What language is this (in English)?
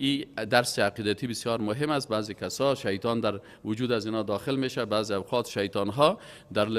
Persian